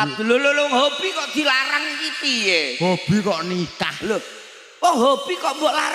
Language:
Javanese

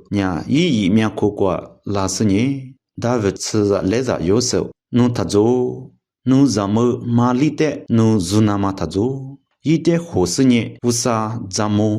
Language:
Lisu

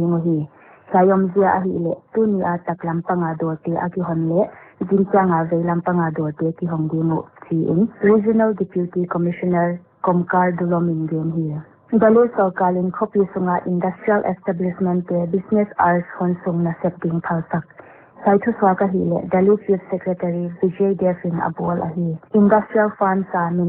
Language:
Paite Chin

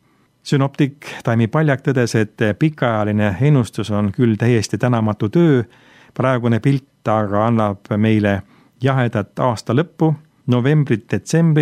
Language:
Estonian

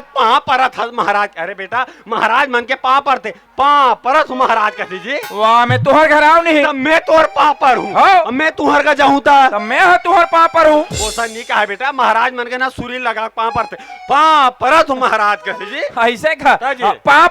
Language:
Chhattisgarhi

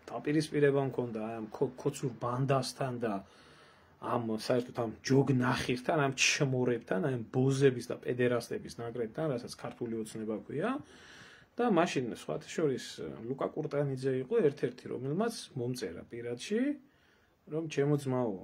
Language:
Georgian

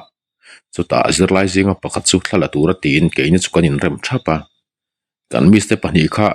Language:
Mizo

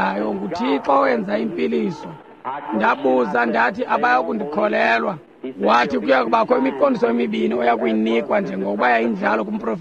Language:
Xhosa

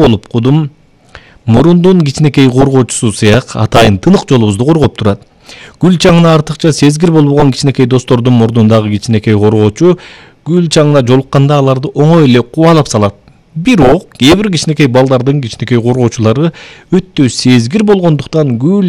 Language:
Kyrgyz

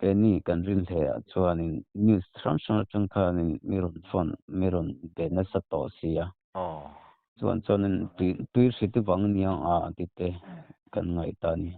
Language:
Mizo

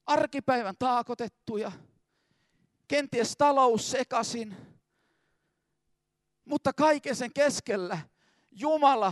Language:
Finnish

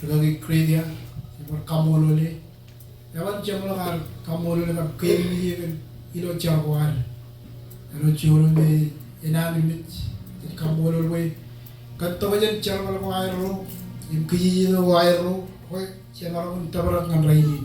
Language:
Marshallese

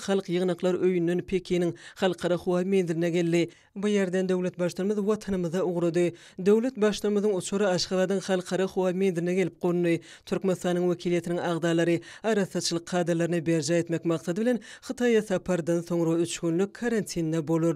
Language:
Turkmen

